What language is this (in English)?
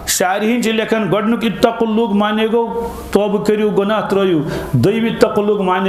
Kashmiri